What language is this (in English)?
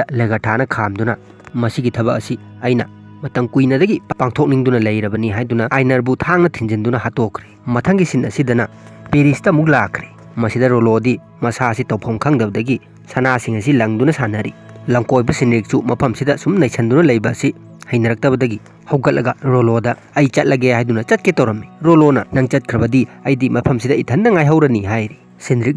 Manipuri